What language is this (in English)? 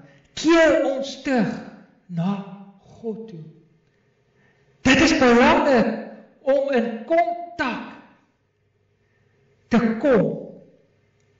Afrikaans